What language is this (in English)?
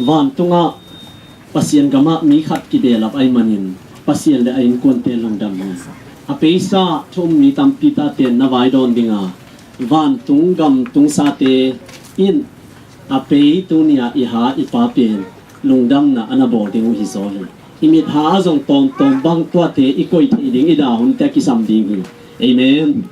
Tedim Chin